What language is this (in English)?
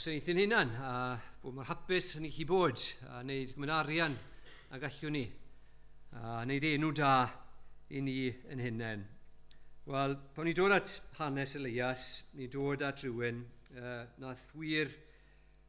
Welsh